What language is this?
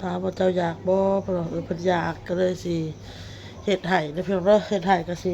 Northeastern Thai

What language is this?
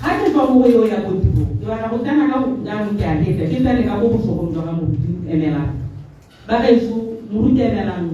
Tswana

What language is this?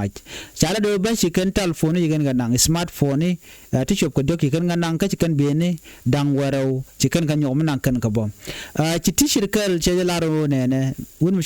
Nuer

